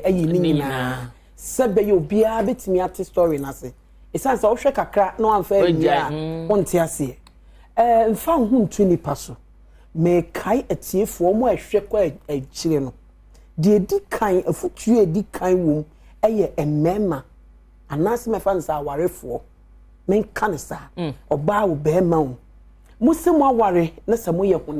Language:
Akan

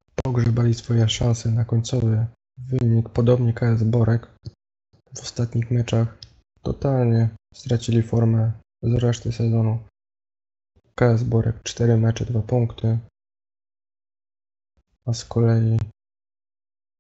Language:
Polish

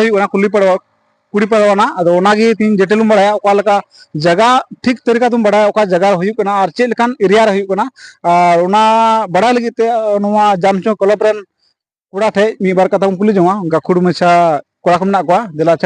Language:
Santali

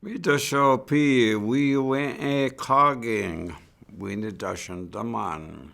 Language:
Chippewa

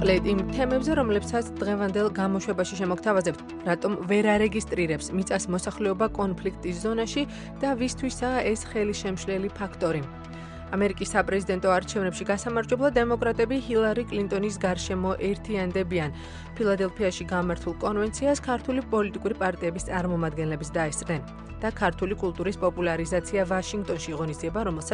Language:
Georgian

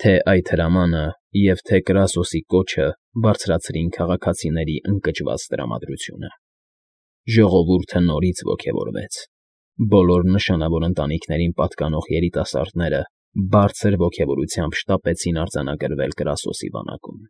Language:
Armenian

